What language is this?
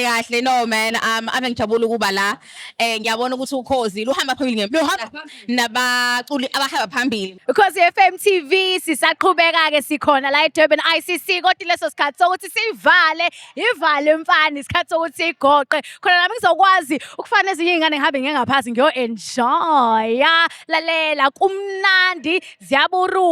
Zulu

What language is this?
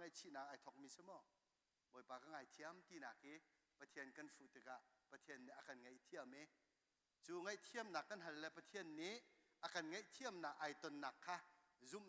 Hakha Chin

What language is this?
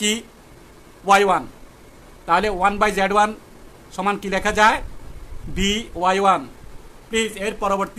Bangla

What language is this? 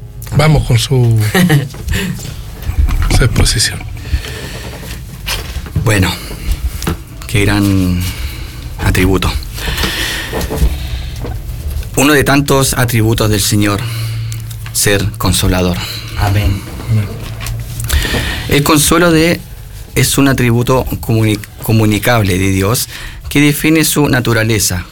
Spanish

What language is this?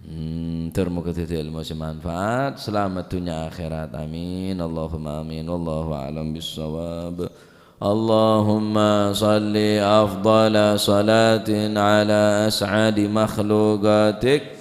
Madurese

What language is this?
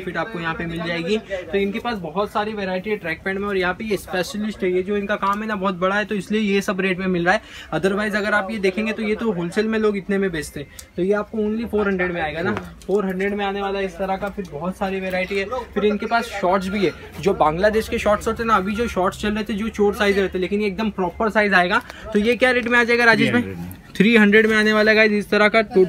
Hindi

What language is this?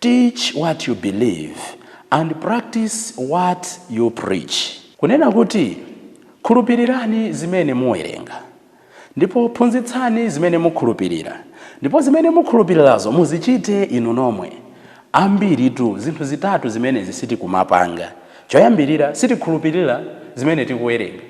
Nyanja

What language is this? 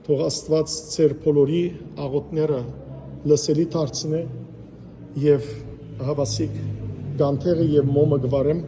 Western Armenian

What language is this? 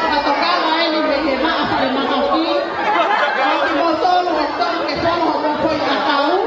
Tongan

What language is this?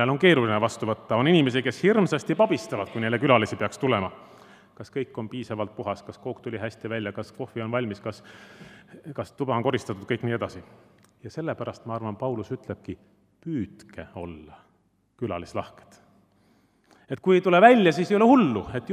Estonian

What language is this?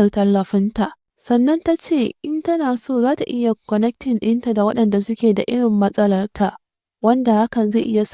Hausa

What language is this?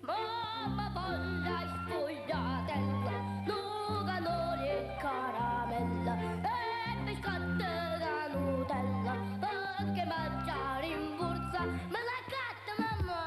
Neapolitan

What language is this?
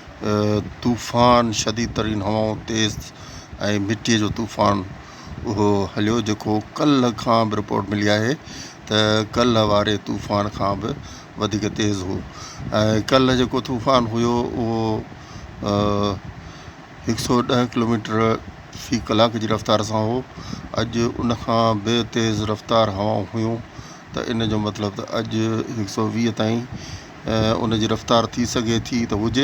Sindhi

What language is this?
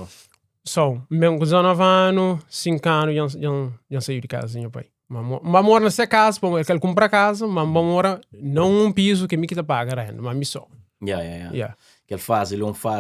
Kabuverdianu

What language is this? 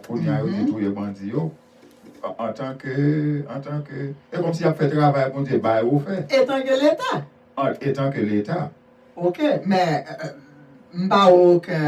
Haitian Creole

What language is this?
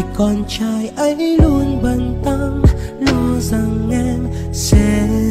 Vietnamese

